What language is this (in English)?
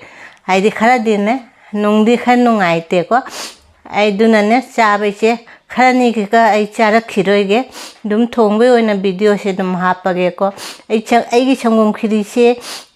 Manipuri